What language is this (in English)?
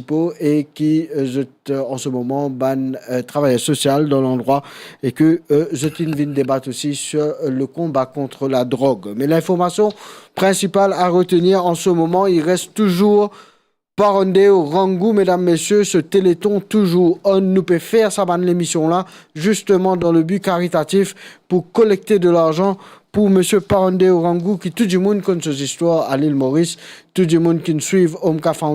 Morisyen